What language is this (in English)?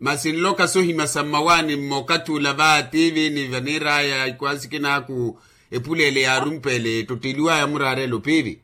Makhuwa